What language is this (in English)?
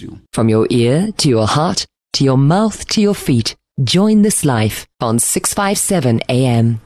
English